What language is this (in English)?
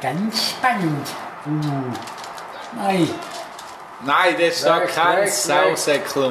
Swiss German